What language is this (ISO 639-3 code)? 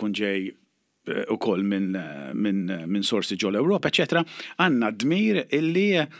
mlt